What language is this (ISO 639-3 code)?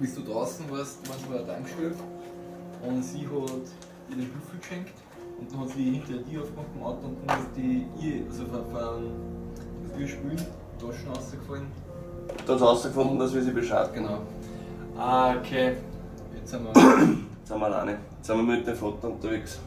bar